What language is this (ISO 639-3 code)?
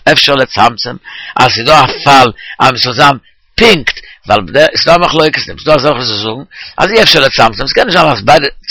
yid